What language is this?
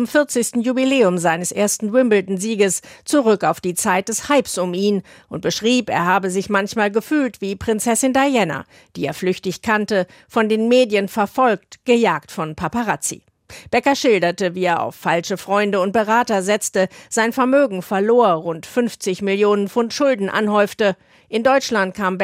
German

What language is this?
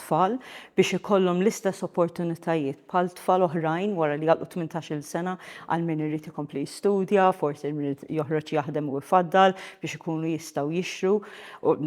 Maltese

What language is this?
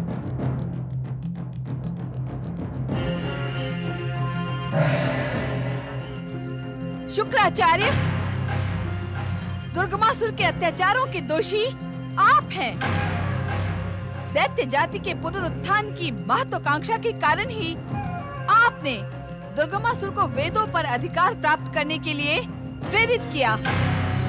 Hindi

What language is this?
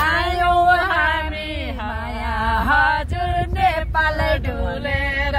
Nepali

